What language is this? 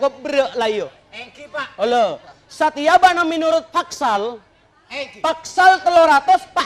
Madurese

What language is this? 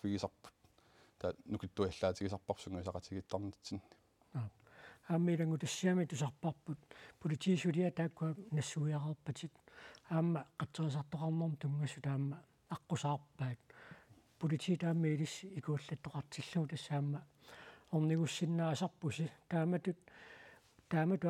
Kalaallisut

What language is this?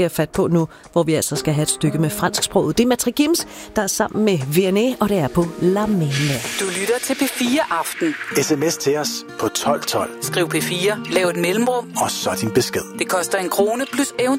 Danish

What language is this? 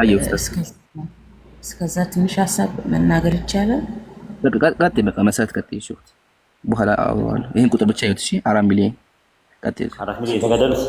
Amharic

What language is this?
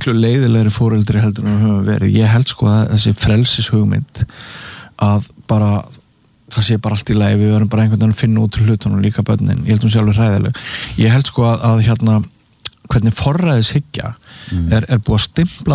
Icelandic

